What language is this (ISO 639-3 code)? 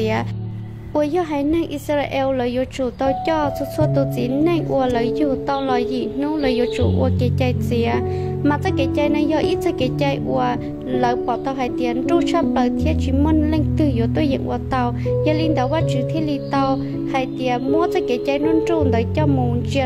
hmn